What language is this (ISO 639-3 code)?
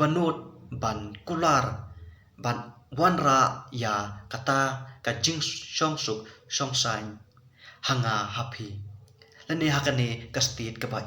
kha